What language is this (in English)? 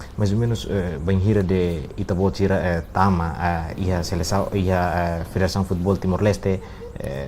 Tetum